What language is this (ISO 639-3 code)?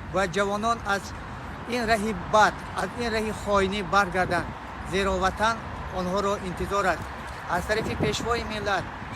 tgk